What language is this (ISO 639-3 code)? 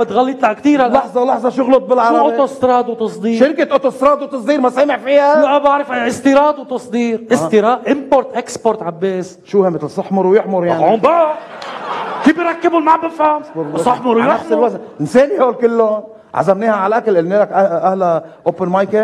apc